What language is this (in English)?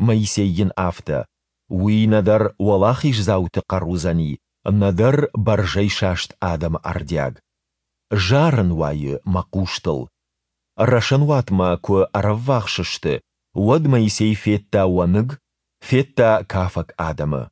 Ossetic